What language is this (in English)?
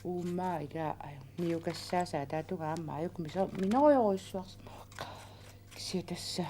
Kalaallisut